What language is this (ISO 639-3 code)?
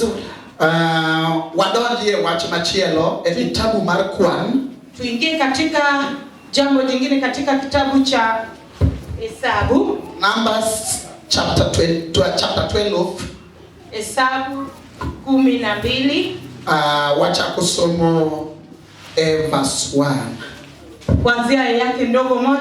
luo